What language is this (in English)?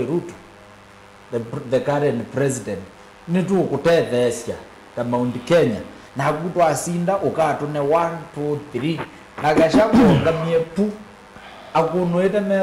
Kamba